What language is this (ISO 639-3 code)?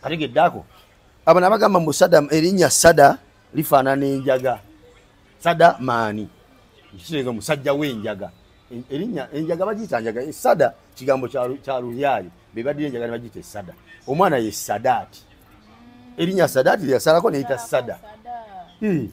lug